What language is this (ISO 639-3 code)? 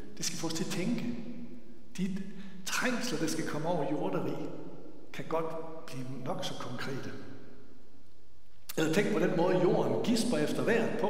dan